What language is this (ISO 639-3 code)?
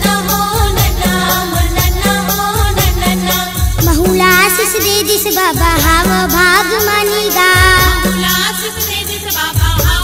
hne